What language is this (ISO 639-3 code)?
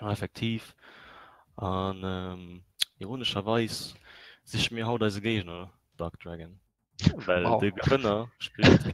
ltz